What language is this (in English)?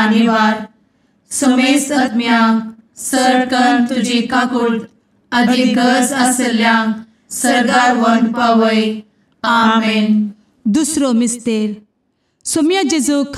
Konkani